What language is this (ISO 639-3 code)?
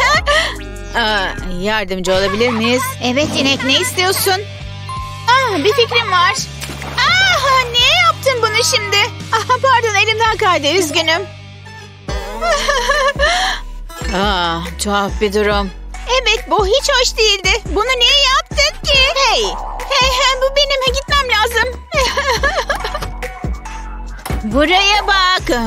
tur